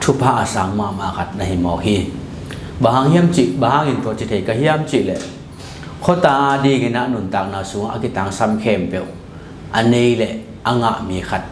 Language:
Tedim Chin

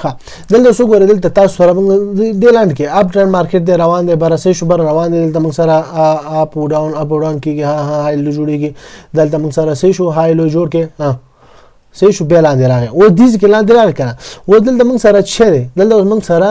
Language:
Pashto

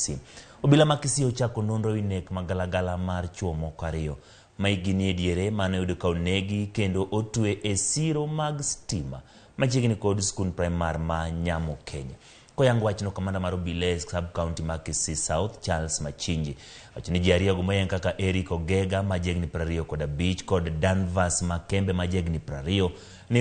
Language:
Luo (Kenya and Tanzania)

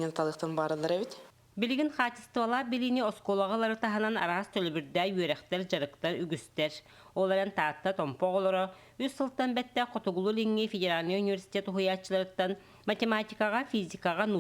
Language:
Yakut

